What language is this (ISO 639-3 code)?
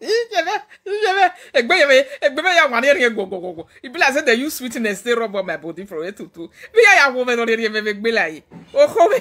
pcm